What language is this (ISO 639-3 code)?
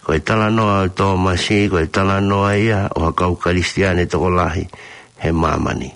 ton